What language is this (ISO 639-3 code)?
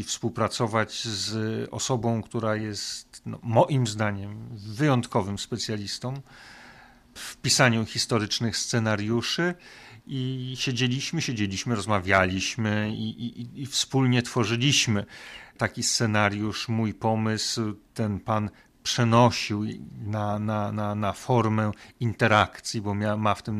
pol